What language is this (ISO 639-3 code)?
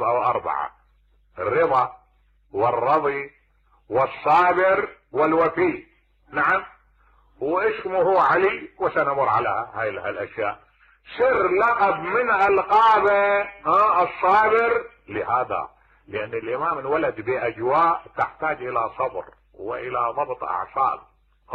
acm